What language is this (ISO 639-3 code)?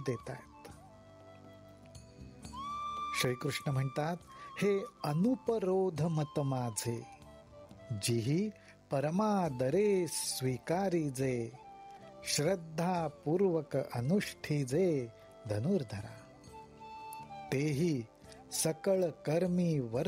mar